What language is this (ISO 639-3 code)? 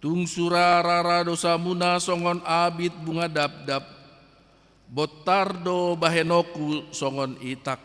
bbc